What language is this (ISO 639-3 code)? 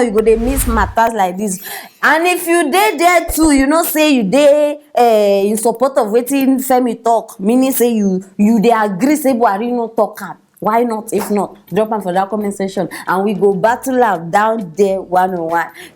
pcm